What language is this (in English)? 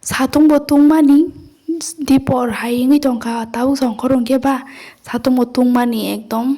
Kok Borok